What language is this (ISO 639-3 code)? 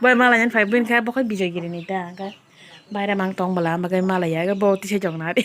trp